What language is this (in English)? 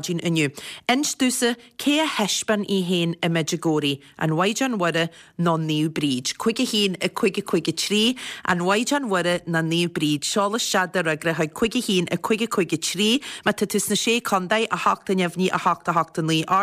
Irish